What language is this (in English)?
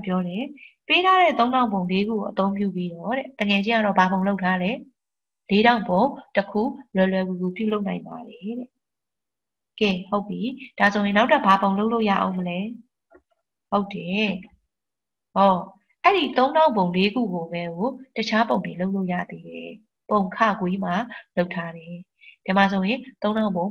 Burmese